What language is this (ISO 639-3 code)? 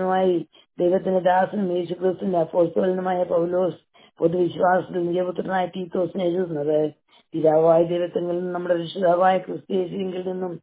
mal